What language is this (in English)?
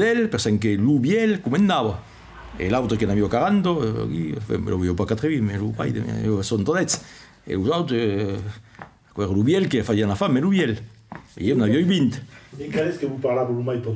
Occitan